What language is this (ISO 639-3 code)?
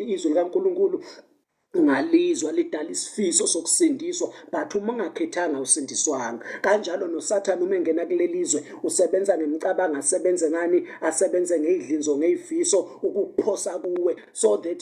zul